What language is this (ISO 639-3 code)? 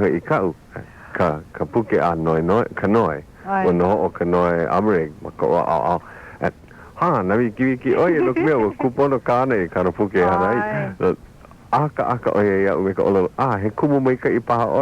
haw